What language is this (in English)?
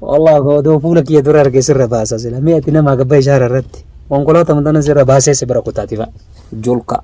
Oromo